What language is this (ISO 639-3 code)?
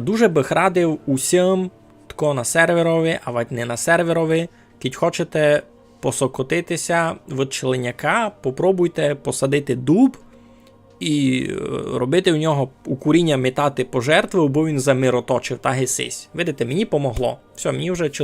rue